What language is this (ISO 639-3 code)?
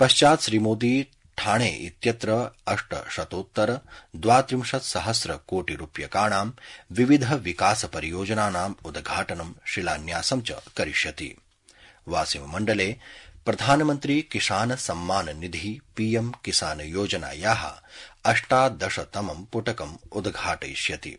san